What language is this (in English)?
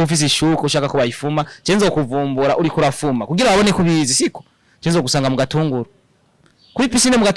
Rundi